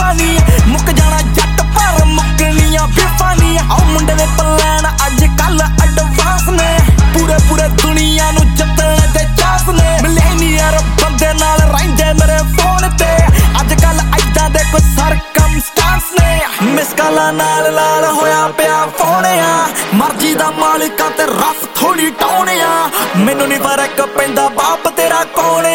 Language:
Punjabi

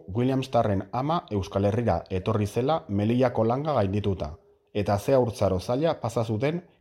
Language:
Basque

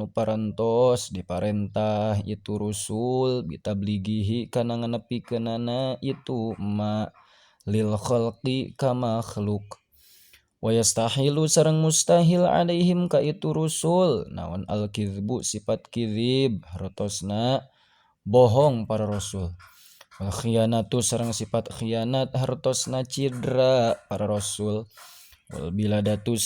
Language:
Sundanese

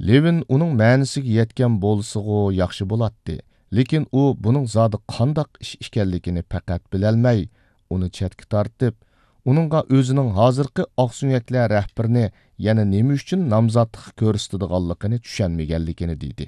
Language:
Uyghur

